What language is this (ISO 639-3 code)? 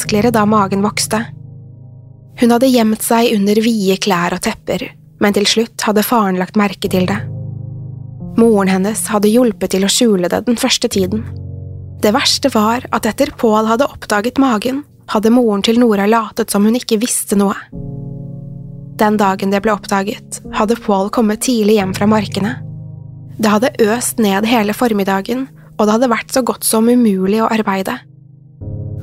nor